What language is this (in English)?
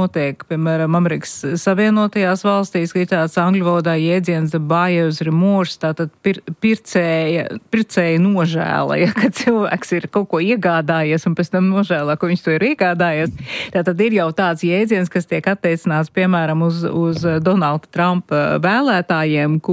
Latvian